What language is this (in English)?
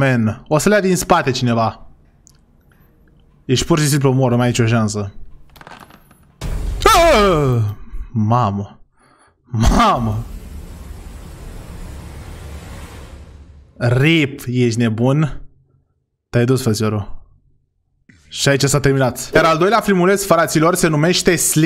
Romanian